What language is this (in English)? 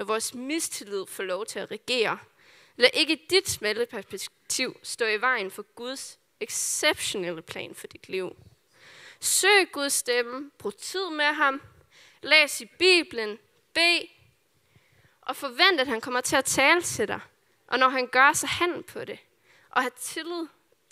Danish